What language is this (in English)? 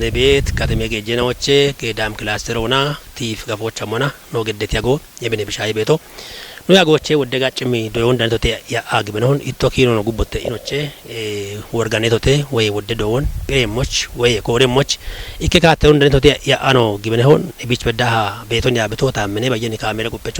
Kafa